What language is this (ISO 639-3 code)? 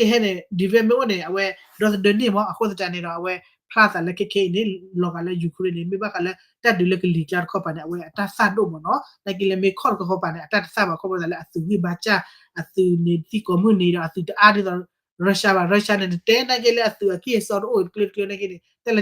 ksw